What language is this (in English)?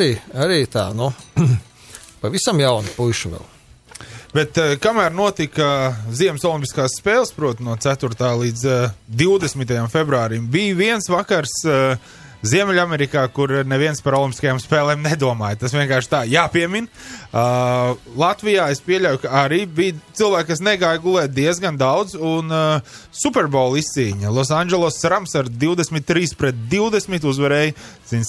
Latvian